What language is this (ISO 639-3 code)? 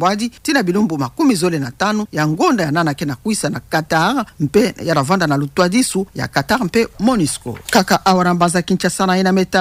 ktu